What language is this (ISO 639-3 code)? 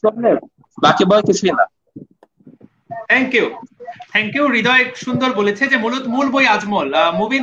ben